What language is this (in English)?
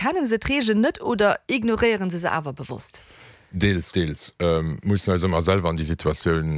Luxembourgish